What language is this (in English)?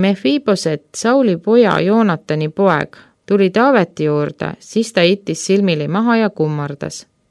Estonian